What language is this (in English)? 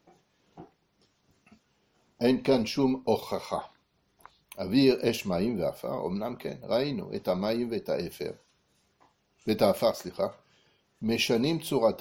Hebrew